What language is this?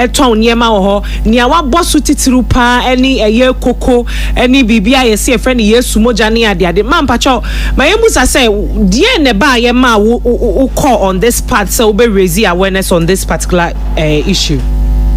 Akan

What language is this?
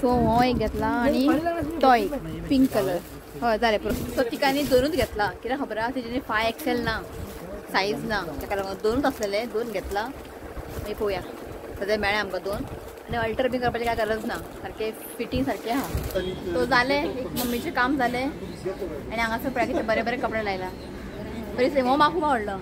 Konkani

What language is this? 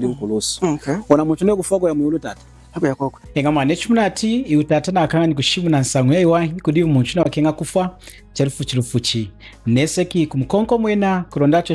Lunda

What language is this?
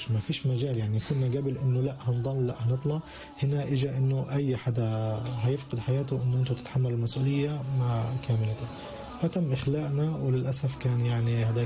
North Levantine Arabic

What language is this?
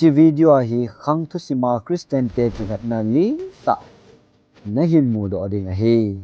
Thado Chin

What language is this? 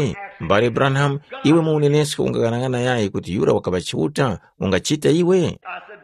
Tumbuka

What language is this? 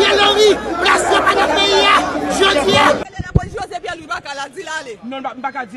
Haitian Creole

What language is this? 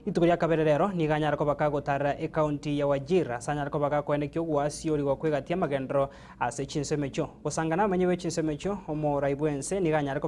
Gusii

